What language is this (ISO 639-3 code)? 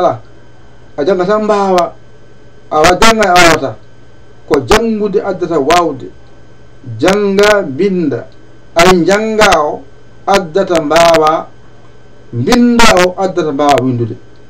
ful